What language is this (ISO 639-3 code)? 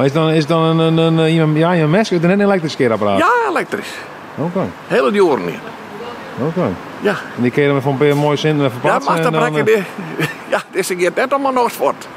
fry